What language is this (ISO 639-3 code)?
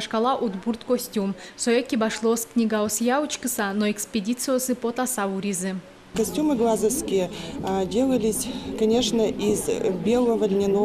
udm